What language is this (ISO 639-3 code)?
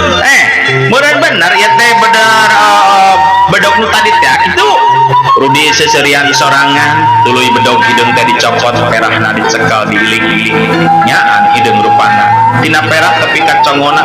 sun